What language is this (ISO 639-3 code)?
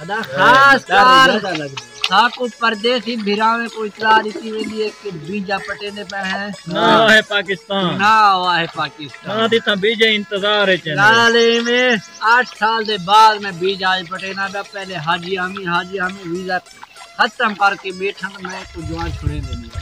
skr